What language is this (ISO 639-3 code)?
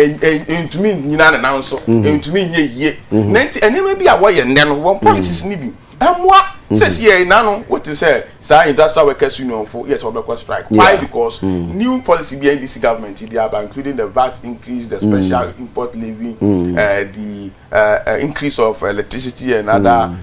aka